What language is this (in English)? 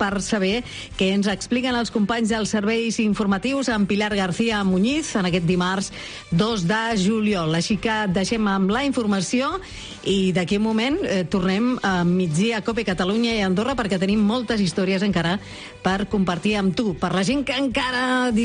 Catalan